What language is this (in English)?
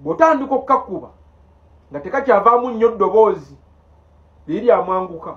Ganda